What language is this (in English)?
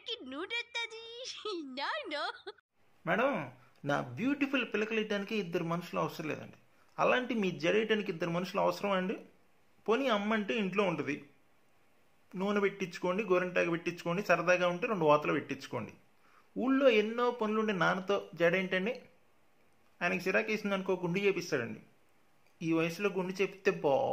Telugu